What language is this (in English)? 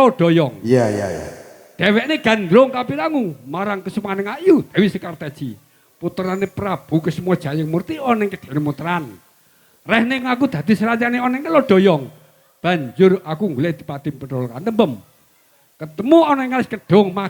Javanese